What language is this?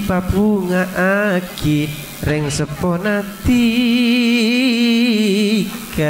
Madurese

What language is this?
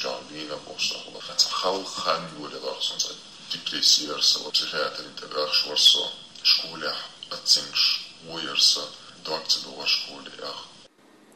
Chechen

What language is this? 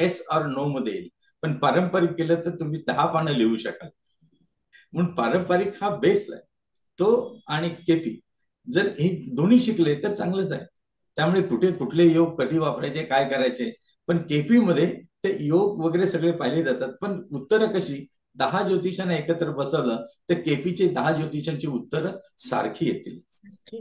Marathi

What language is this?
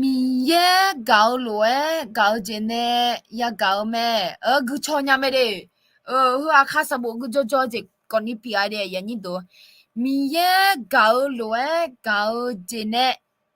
Akha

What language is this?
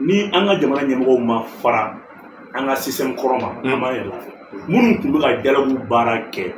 Bambara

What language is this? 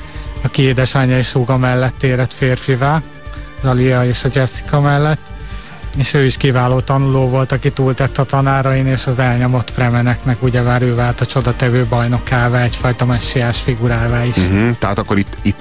Hungarian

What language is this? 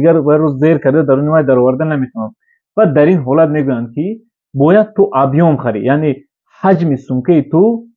Tajik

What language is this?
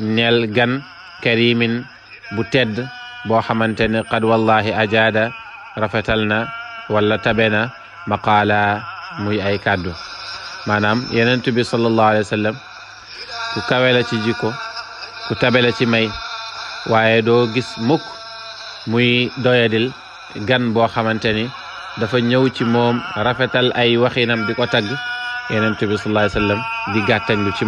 Wolof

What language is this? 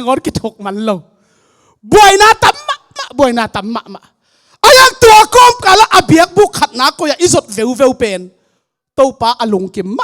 Tedim Chin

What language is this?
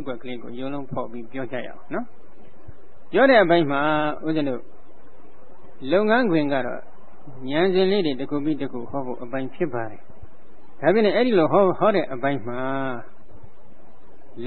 Burmese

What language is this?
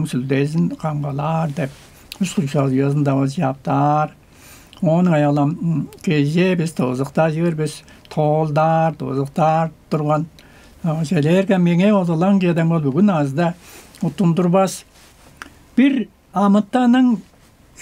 Tuvinian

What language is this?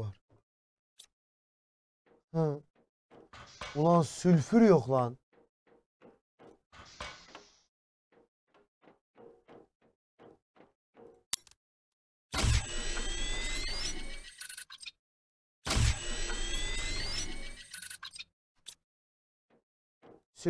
Turkish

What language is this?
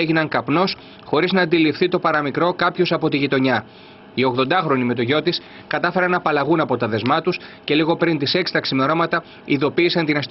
Greek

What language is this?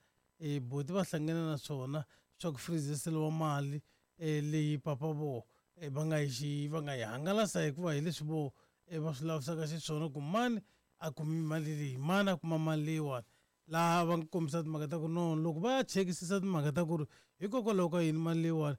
Tsonga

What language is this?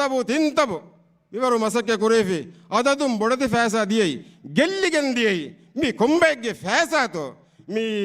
Divehi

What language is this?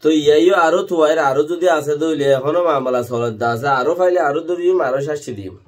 Rohingya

